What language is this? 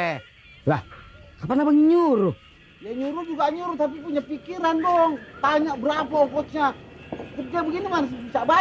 Betawi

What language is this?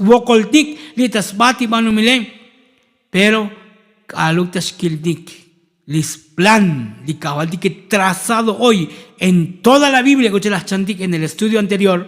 Tzotzil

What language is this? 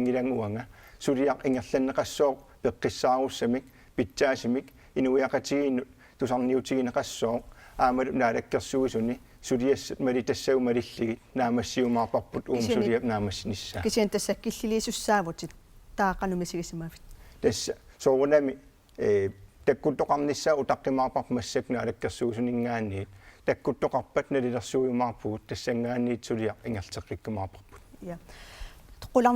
Kalaallisut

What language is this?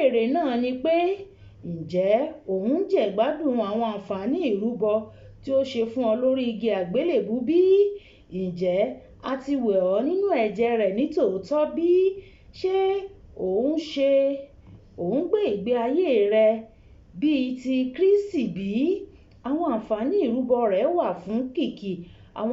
Yoruba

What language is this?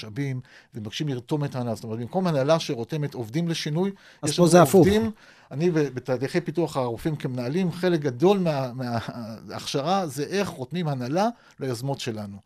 Hebrew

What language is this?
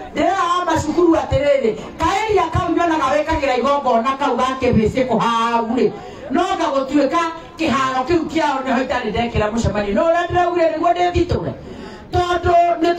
Kikuyu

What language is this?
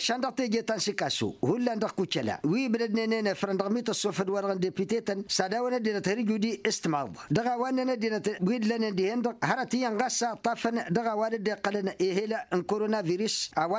Tamasheq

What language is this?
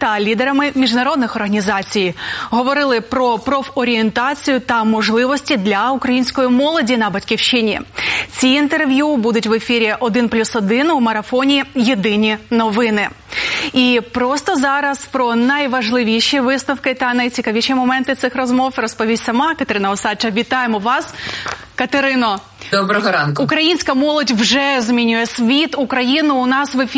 Ukrainian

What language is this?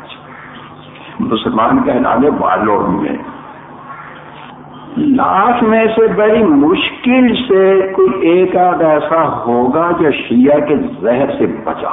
Urdu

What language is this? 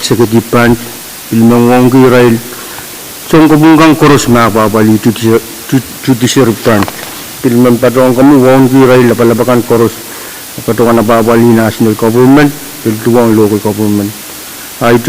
Pohnpeian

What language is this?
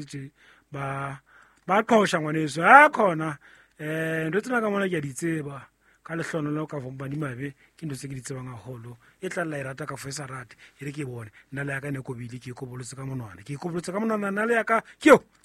Southern Sotho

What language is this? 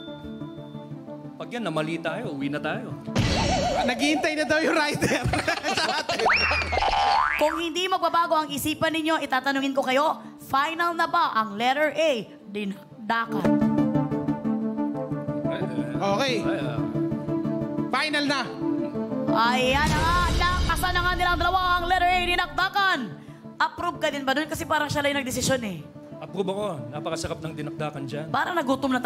Filipino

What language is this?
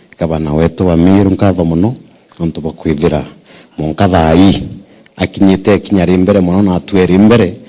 Meru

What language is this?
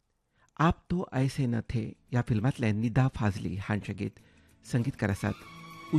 Konkani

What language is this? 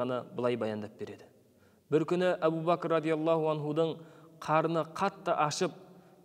Kazakh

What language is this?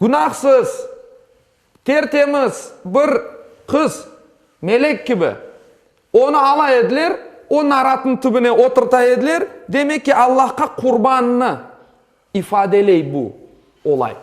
Crimean Tatar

